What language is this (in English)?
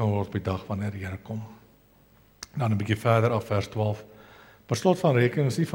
Afrikaans